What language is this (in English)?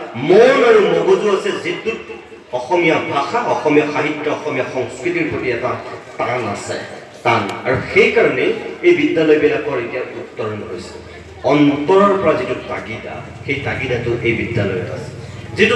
Assamese